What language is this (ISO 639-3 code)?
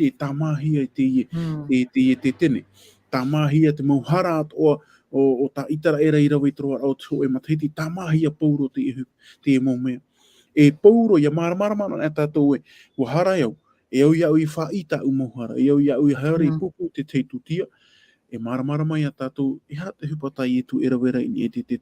tah